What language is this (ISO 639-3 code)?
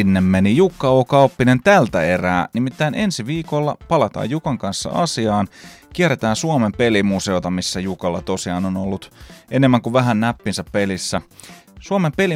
fin